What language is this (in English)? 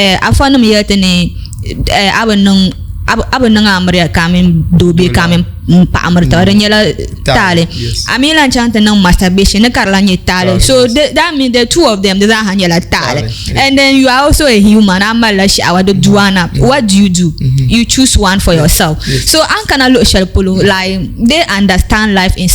Dagbani